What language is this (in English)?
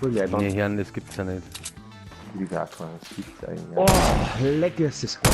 Bavarian